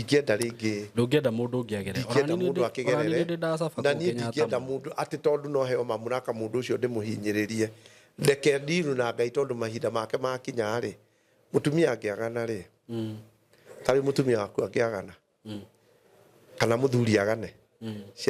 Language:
Kikuyu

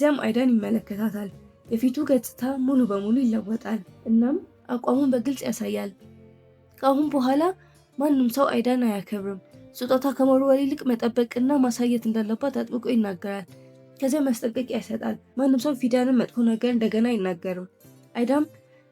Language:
Amharic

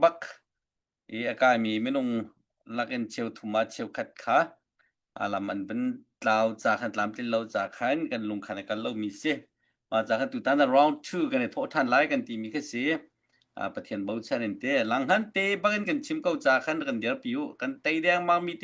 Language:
Hakha Chin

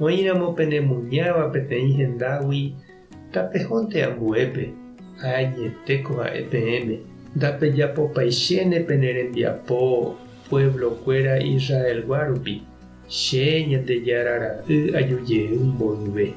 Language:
Guarani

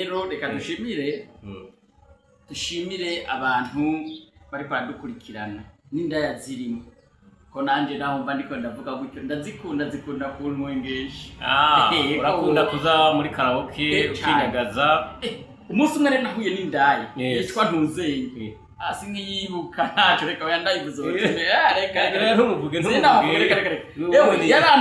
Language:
Rundi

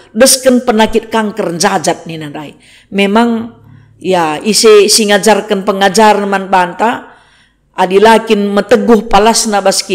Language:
Batak Karo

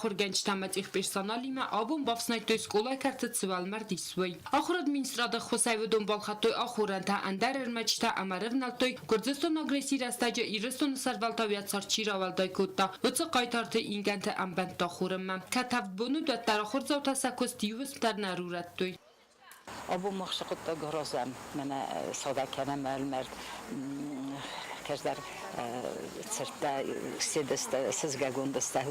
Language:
Ossetic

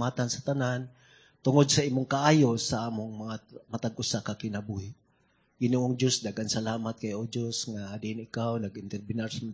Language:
Cebuano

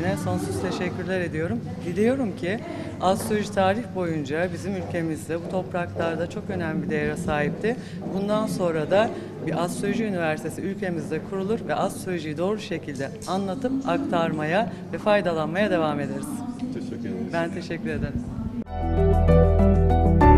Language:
Turkish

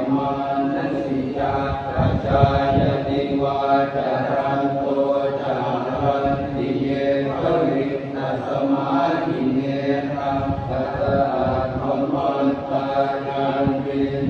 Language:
Pali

